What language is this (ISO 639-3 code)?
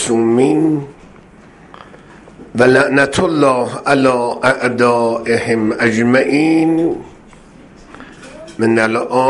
fas